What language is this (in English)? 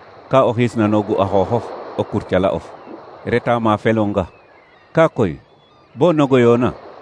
Serer